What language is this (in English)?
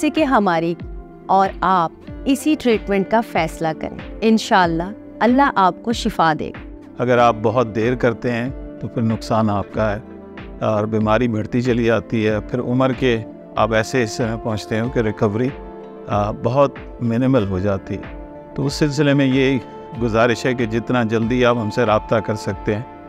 Urdu